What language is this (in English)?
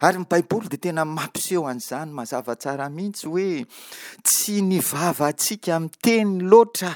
Malagasy